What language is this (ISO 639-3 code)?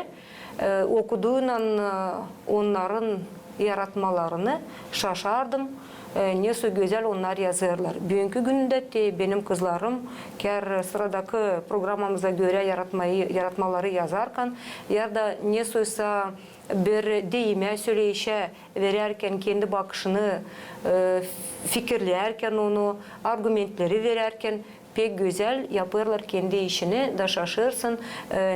gag